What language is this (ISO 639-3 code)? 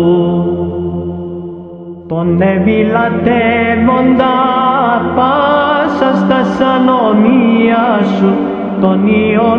ell